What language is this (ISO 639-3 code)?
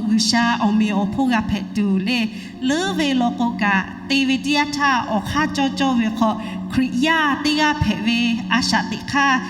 lhu